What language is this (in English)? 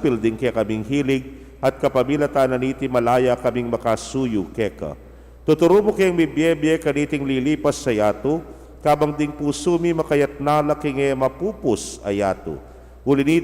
Pampanga